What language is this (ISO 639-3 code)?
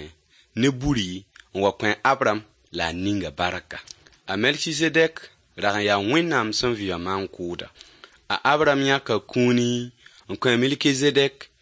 mos